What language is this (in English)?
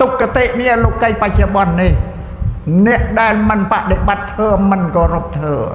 Khmer